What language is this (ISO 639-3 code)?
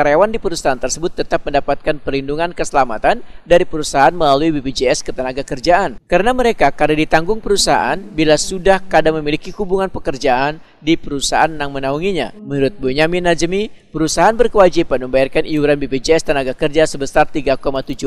bjn